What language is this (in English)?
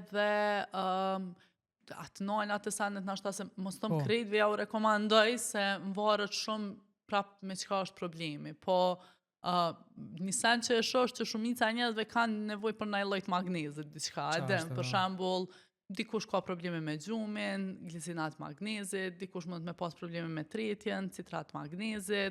Albanian